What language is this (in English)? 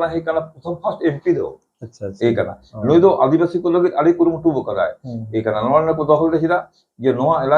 Santali